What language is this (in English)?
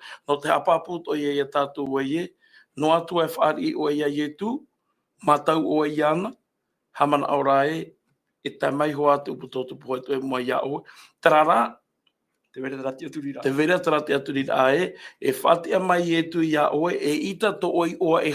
Tahitian